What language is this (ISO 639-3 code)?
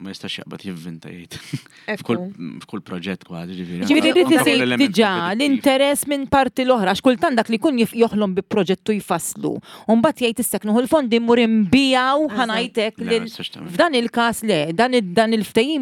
mlt